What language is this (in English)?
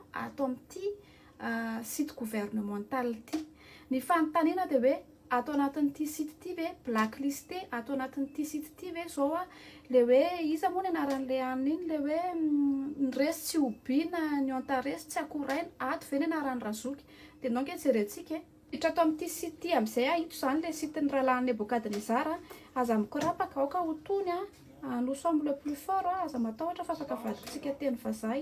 Malagasy